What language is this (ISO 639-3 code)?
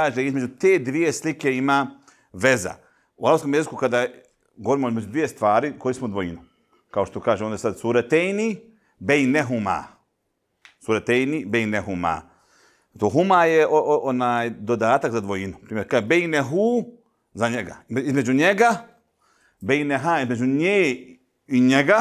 bos